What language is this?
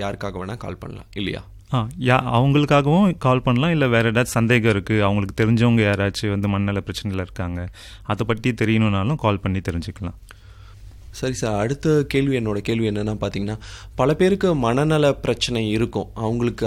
Tamil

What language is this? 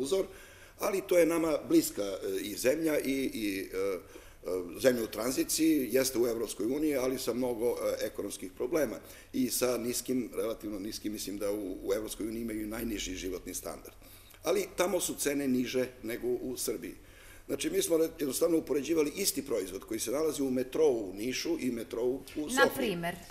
Serbian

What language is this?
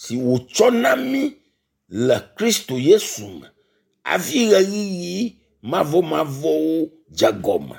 Ewe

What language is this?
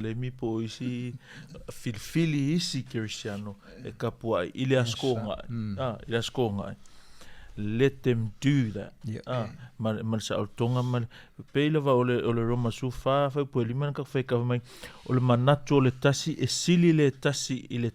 Samoan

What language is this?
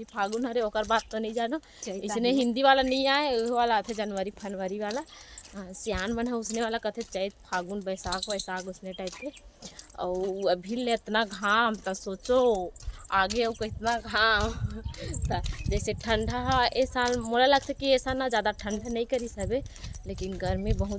Chhattisgarhi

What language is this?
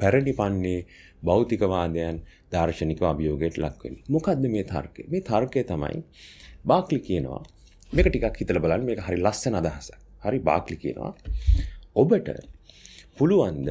Sinhala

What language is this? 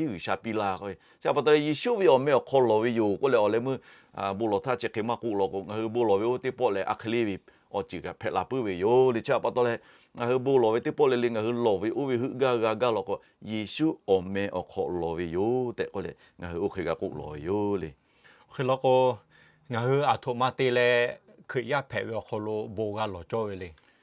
Lahu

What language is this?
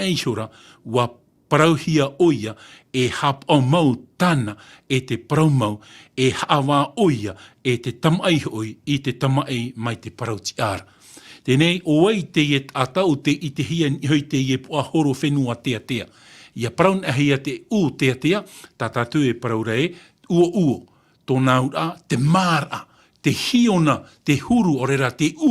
Tahitian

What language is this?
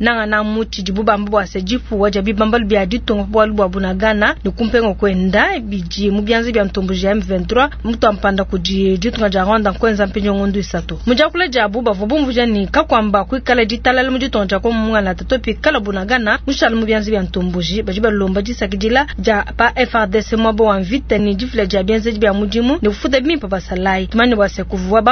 Luba-Lulua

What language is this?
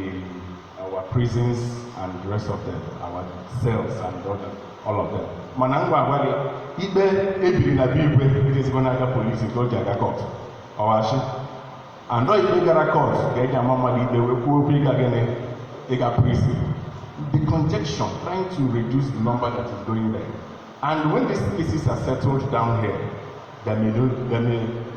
Igbo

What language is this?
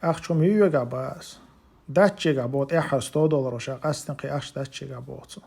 Chechen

